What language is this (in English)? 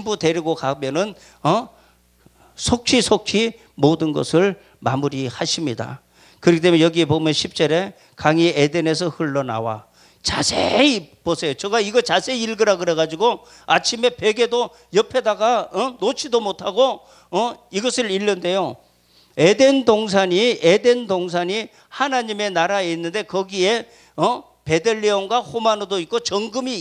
Korean